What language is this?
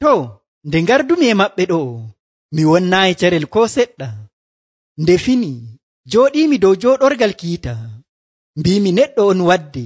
Nigerian Fulfulde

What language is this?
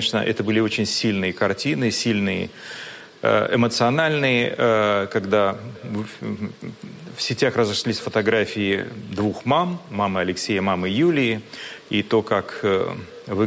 Russian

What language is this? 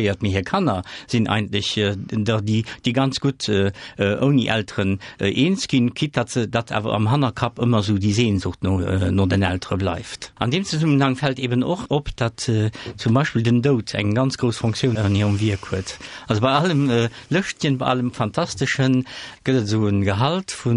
Luxembourgish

